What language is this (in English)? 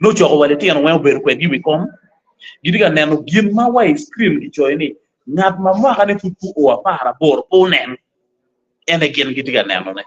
Acoli